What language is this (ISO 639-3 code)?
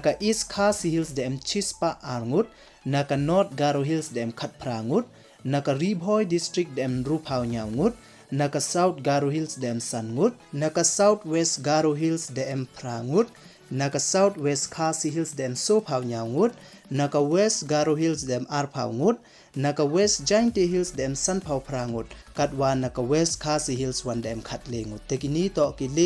pbv